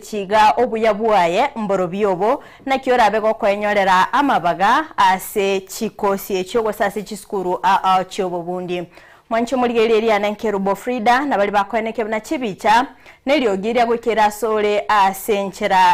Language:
Gusii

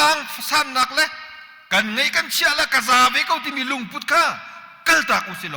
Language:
Hakha Chin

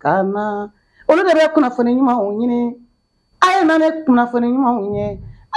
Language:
Bambara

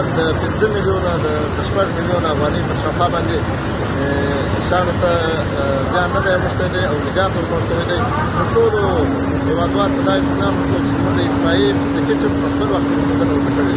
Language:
Pashto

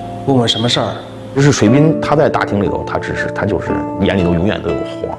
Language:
Chinese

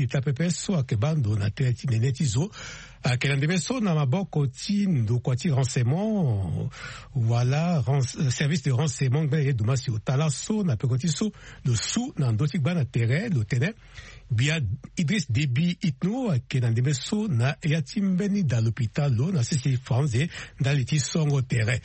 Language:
Sango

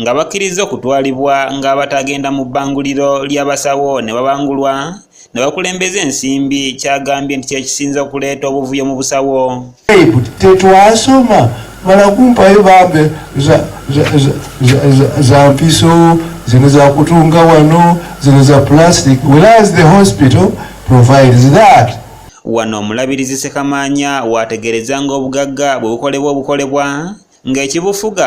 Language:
Ganda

